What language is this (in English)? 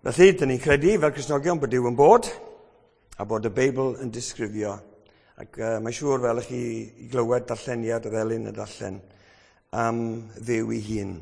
Welsh